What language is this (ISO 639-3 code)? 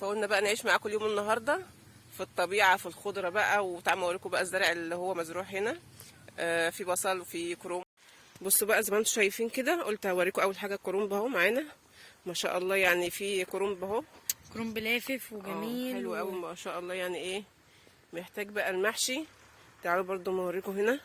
arz